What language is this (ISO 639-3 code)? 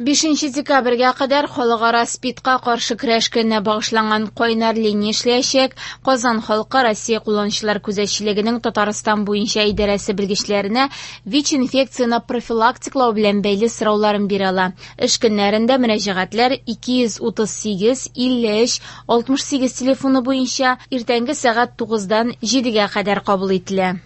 tat